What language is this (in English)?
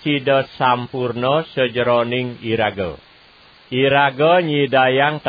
Balinese